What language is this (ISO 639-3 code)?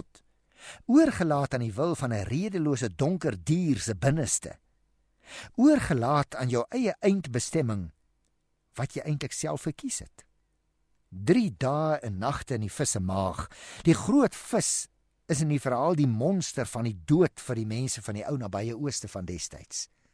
afr